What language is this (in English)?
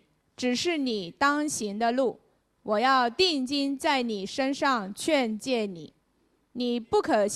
Chinese